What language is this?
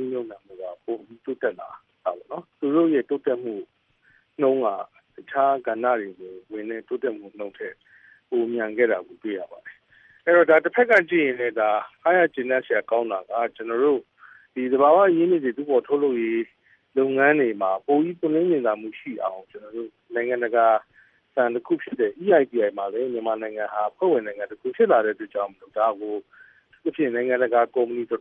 Burmese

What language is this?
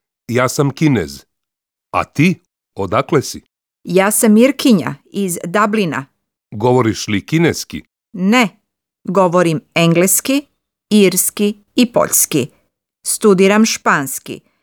Serbian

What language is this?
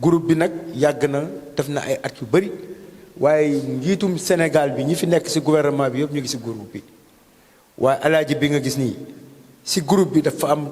Wolof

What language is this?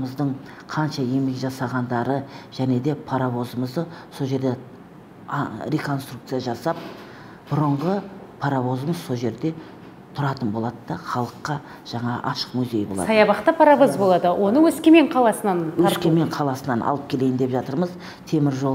Kazakh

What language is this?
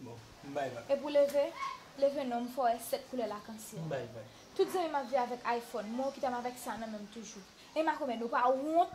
Haitian Creole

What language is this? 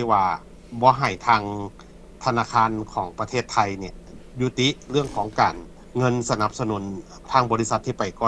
Lao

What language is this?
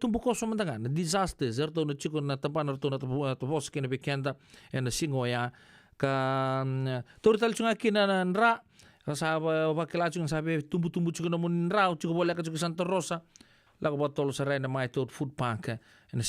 Fijian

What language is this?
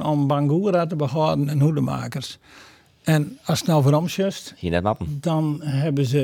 Western Frisian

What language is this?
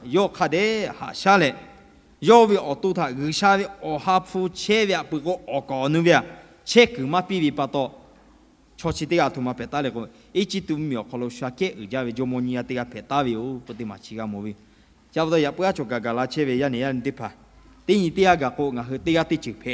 Lahu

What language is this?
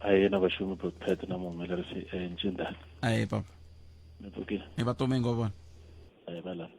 Tsonga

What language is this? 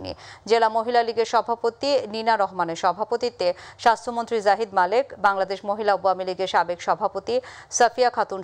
Bangla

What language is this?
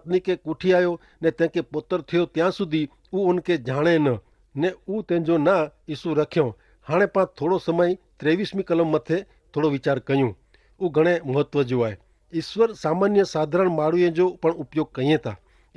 Kachhi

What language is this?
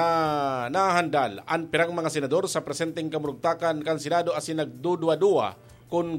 Bikol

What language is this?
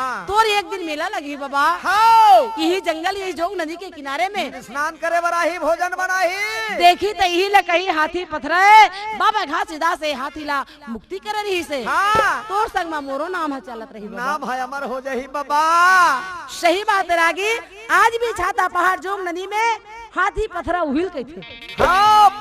Chhattisgarhi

